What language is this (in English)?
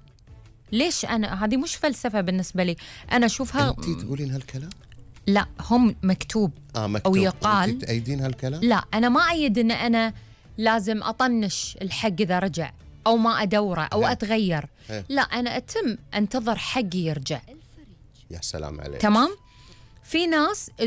Gulf Arabic